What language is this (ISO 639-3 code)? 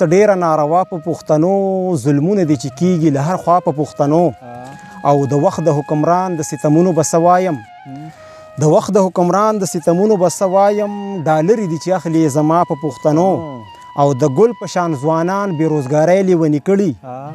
pus